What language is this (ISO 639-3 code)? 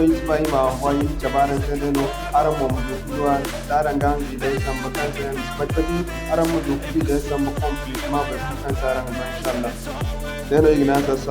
dje